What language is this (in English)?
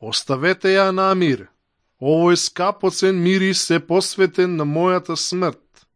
Macedonian